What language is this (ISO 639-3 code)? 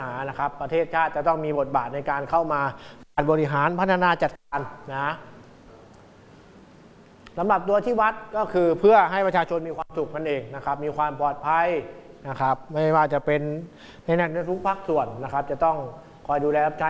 tha